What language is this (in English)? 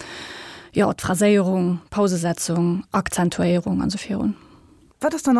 Luxembourgish